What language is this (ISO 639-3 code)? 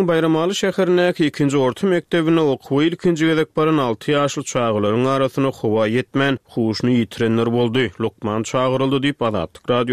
tuk